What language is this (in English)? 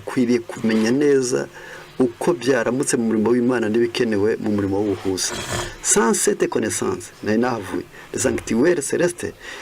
Kinyarwanda